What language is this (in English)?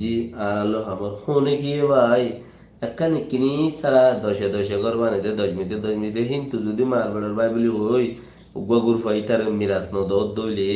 Rohingya